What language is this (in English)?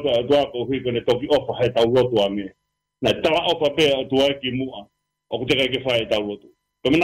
Tongan